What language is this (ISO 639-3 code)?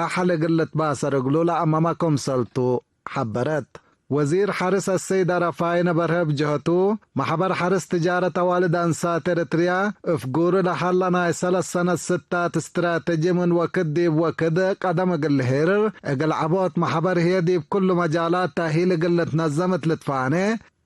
tig